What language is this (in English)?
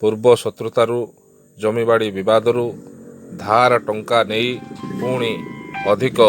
Odia